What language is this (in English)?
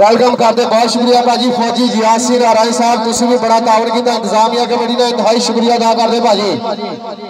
Punjabi